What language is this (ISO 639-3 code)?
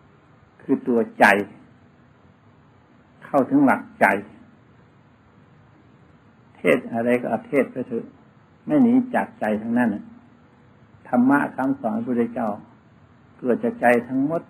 tha